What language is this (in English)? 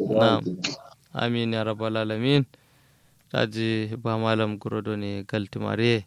Kanuri